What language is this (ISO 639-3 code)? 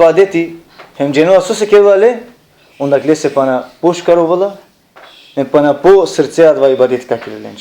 rmn